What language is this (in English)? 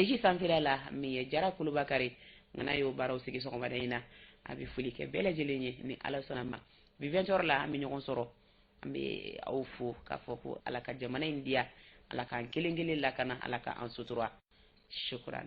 Bambara